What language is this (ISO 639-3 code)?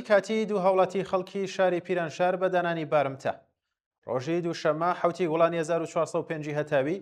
ckb